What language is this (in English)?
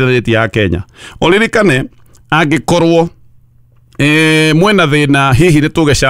Kikuyu